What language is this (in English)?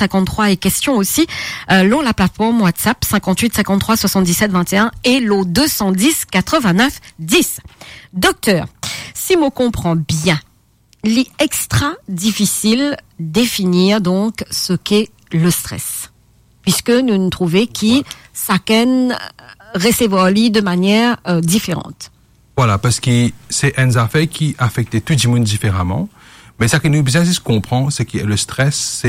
Morisyen